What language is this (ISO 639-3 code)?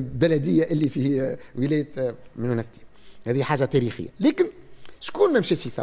aeb